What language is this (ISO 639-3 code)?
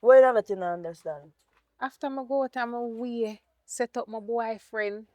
jam